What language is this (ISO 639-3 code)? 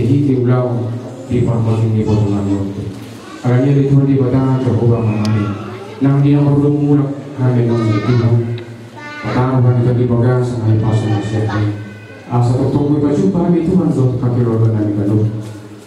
bbc